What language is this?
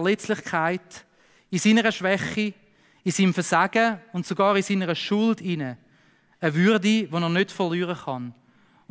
Swiss German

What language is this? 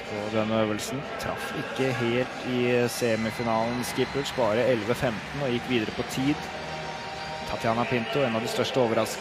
Norwegian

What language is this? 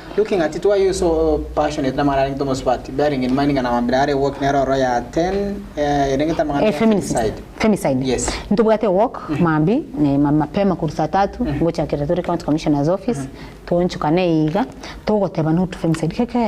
Gusii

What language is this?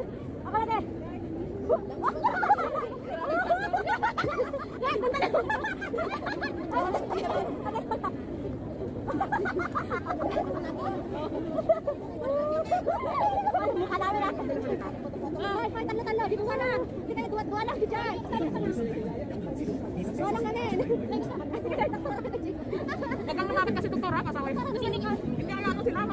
Filipino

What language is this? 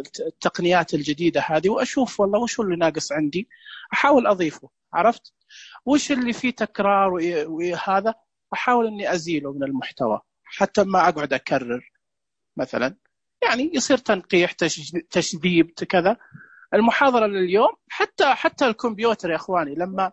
Najdi Arabic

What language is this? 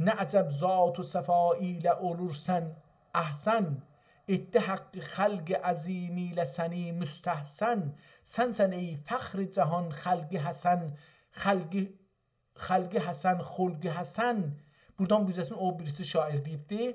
South Azerbaijani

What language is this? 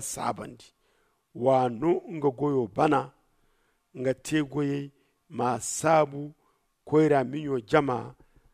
Zarma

